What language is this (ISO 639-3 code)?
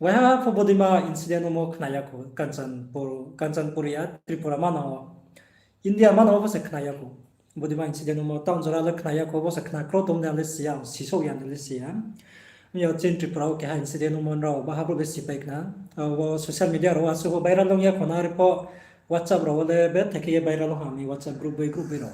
ria